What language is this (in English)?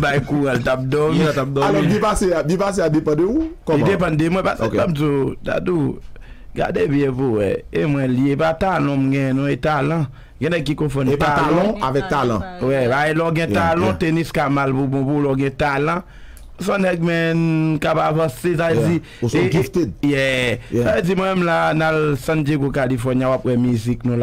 Haitian Creole